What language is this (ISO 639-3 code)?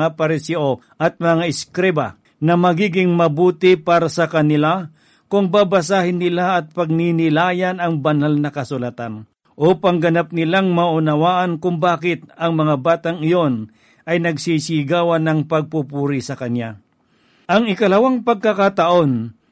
fil